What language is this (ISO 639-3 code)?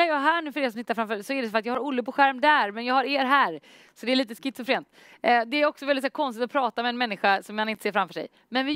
swe